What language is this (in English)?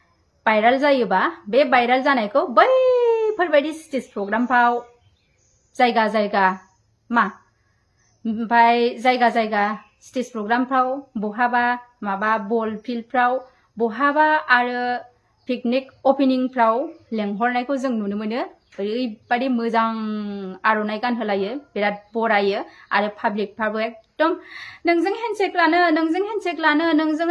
Bodo